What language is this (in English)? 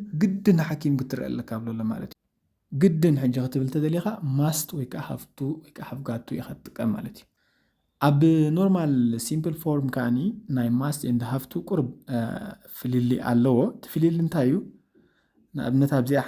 Tigrinya